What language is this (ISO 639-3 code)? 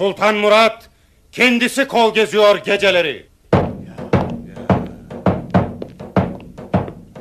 tur